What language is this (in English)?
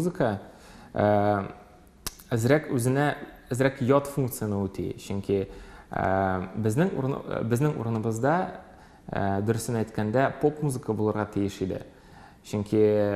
Tatar